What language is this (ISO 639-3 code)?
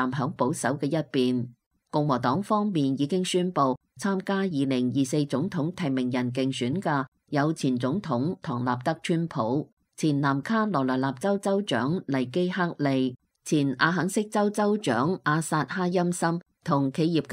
yue